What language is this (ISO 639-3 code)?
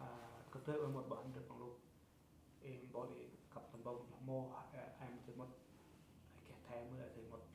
cmo